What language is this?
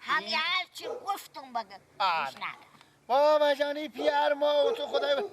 Persian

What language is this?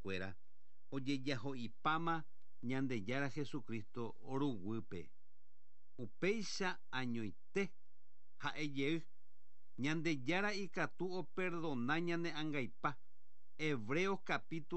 Guarani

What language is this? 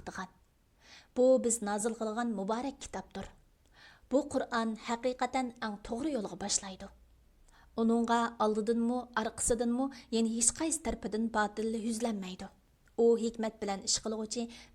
Uyghur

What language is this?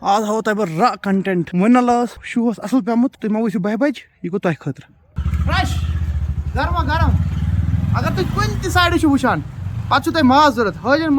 Kashmiri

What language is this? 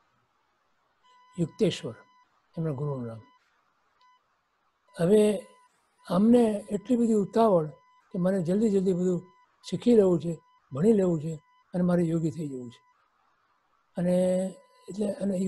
Gujarati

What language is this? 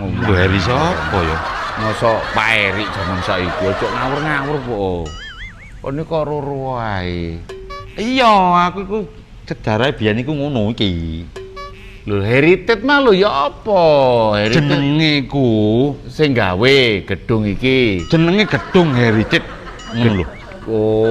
Javanese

